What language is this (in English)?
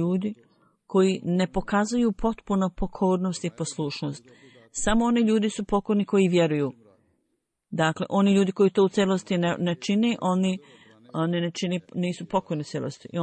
Bosnian